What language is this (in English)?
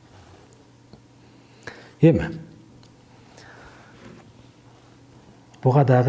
Kyrgyz